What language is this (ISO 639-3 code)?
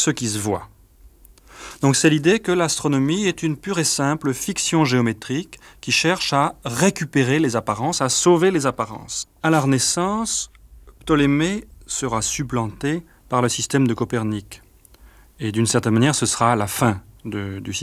fra